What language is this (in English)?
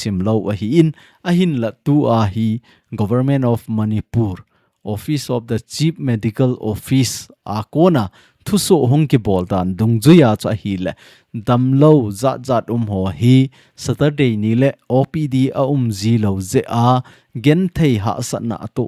Thado Chin